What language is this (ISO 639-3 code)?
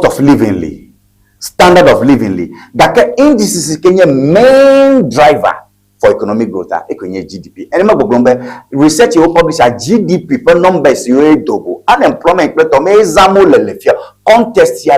ewe